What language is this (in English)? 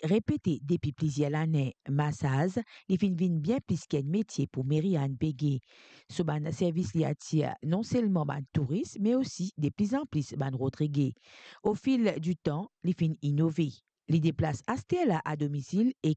Morisyen